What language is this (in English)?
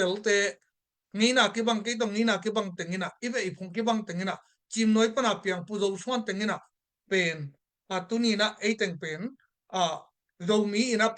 Tedim Chin